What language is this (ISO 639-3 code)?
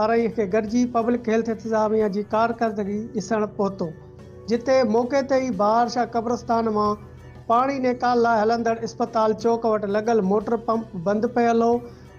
snd